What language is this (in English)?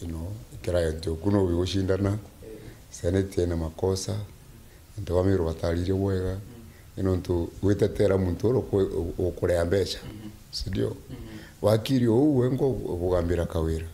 Meru